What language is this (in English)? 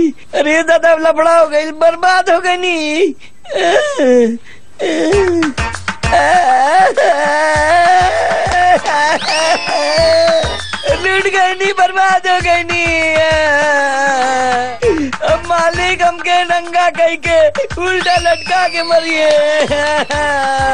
Bhojpuri